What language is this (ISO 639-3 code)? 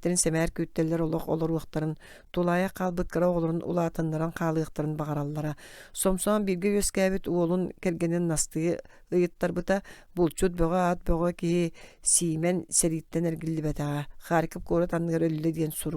sah